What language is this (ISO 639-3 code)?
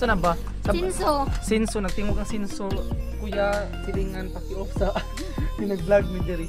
ceb